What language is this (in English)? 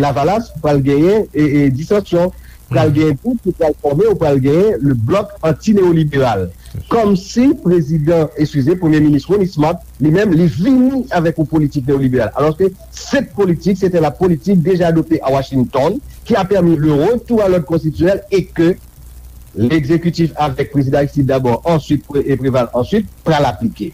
Haitian Creole